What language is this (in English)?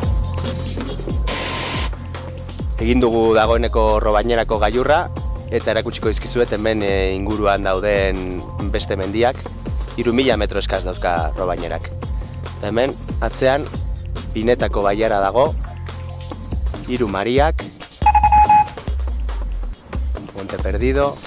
Basque